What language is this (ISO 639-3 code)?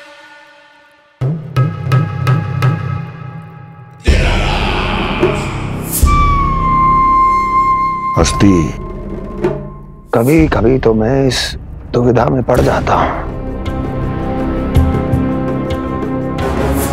hin